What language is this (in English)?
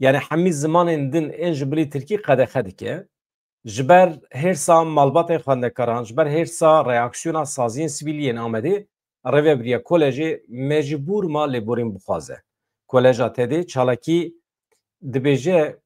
Kurdish